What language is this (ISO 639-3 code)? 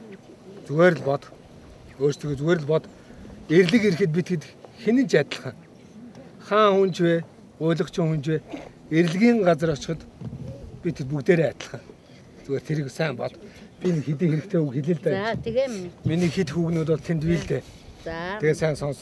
mon